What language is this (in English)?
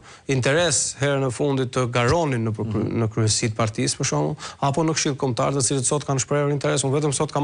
Albanian